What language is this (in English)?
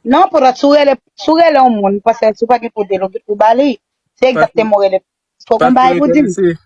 Haitian Creole